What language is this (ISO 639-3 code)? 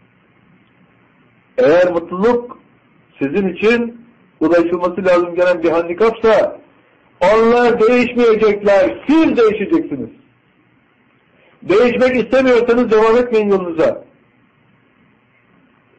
tur